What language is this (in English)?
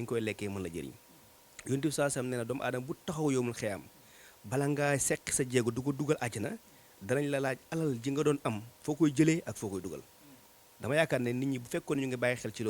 Wolof